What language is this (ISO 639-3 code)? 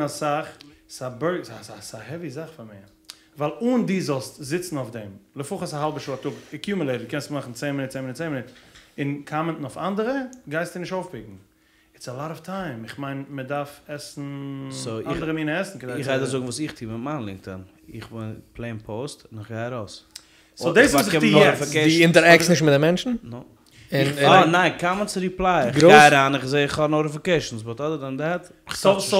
yid